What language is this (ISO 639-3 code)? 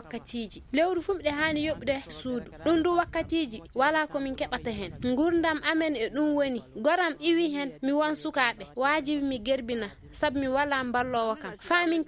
ful